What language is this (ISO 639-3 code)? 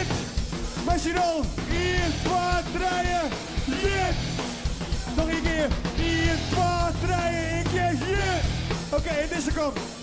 fry